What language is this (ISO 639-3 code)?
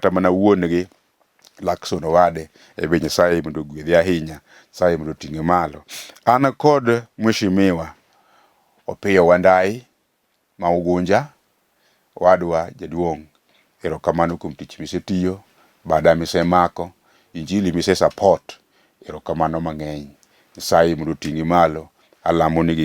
luo